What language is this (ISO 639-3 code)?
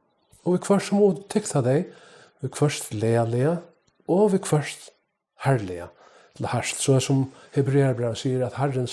fao